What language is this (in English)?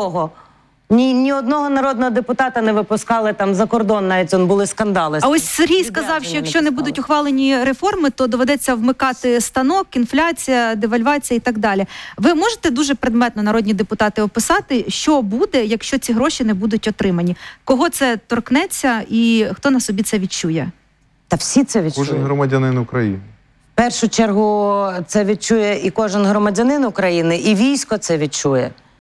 Ukrainian